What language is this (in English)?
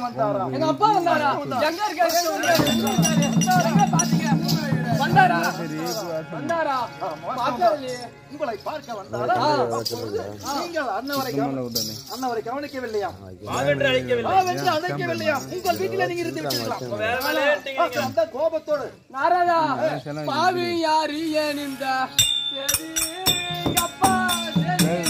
Tamil